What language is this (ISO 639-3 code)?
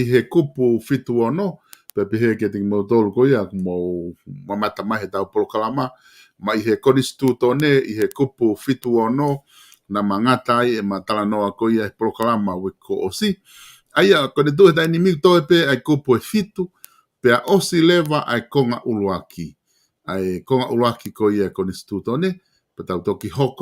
ton